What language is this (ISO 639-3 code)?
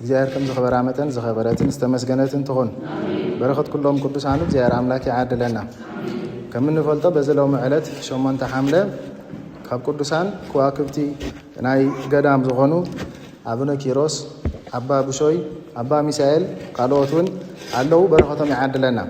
tir